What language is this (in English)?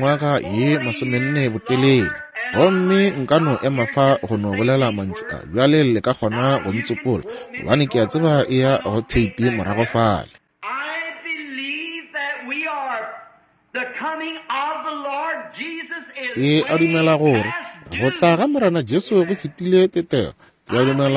Northern Sotho